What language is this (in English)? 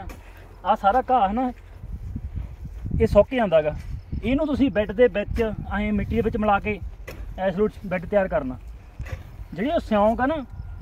Punjabi